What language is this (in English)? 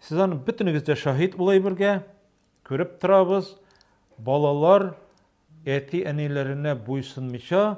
Tatar